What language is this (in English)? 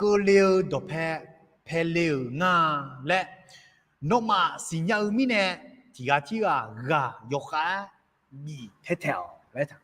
Akha